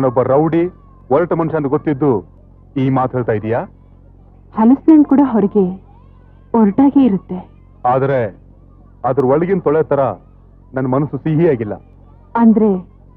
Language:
Kannada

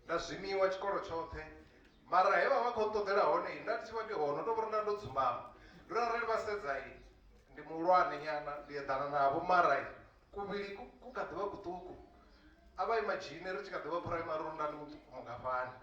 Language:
Venda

